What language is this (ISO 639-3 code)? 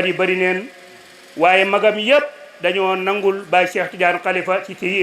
wol